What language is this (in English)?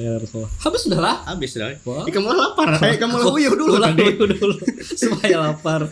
Banjar